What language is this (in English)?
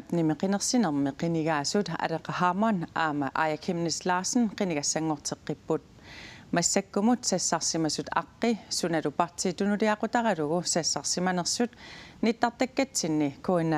Kalaallisut